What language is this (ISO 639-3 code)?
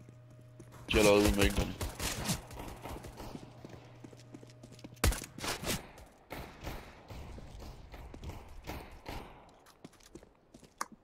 dan